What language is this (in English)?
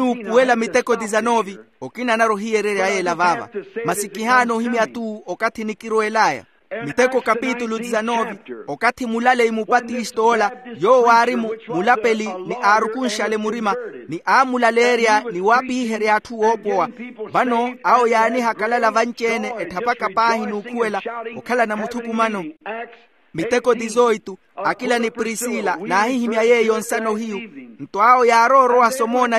Makhuwa